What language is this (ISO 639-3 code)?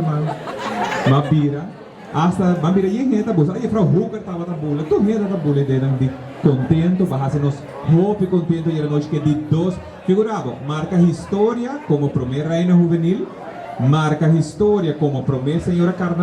pap